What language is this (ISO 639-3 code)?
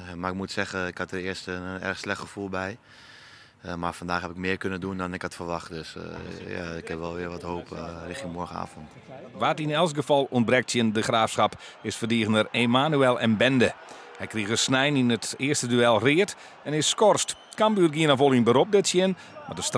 fry